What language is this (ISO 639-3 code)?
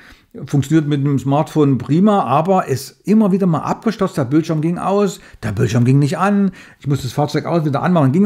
deu